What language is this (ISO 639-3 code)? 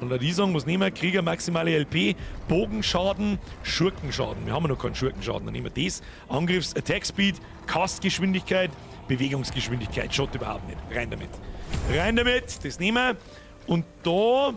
bar